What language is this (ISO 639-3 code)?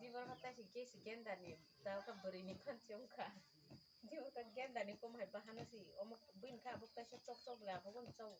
trp